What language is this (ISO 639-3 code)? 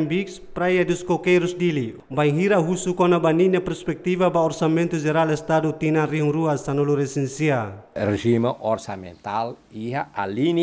tet